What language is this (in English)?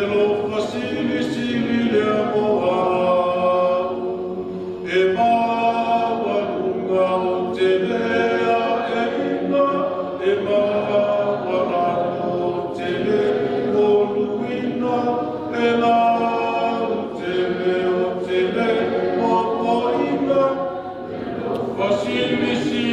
Samoan